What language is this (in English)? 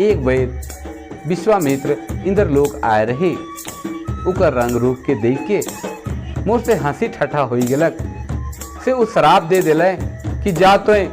Sadri